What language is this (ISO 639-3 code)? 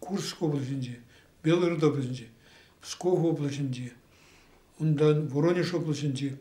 chv